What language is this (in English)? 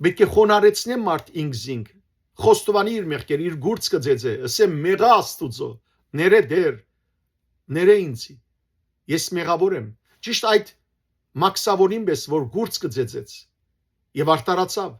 Western Armenian